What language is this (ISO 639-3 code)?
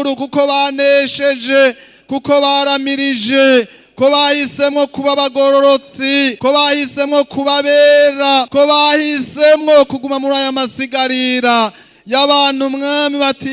run